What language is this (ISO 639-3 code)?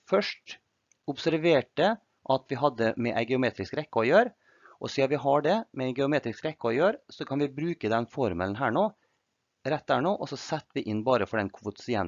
nor